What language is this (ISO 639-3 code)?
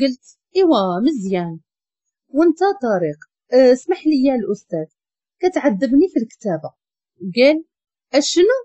ary